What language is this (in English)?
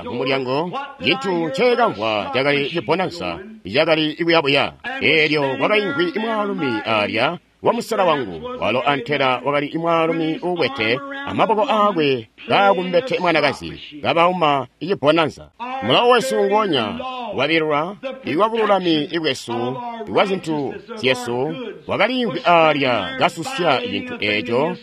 Tonga (Zambia)